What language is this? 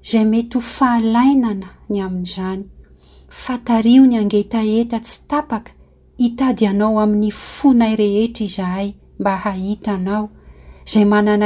Malagasy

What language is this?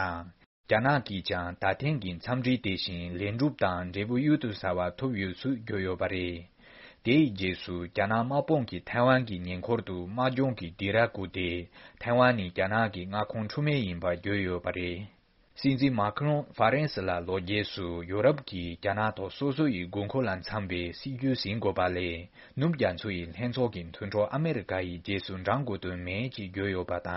Tibetan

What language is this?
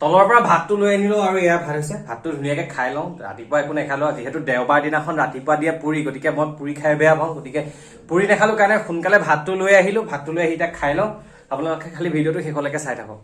Assamese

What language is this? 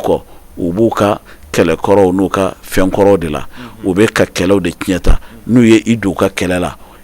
Bambara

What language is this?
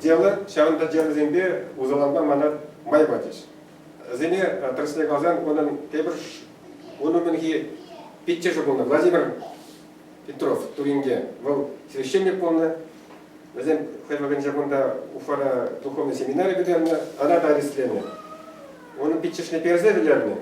Chuvash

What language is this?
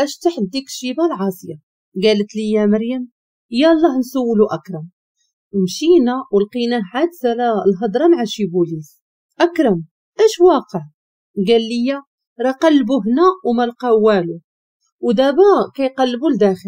Moroccan Arabic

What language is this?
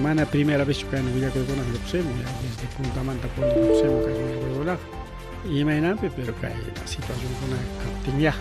Ayacucho Quechua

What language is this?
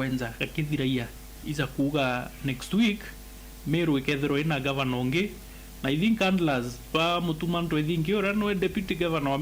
Meru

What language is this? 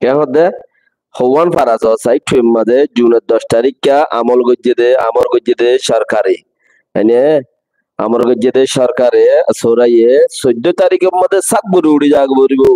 Rohingya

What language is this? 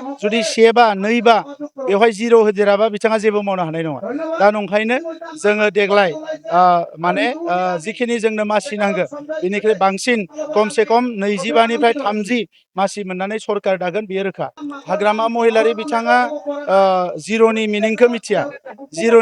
Bodo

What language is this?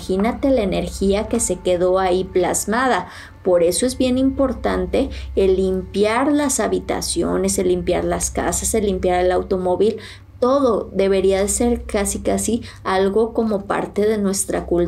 Spanish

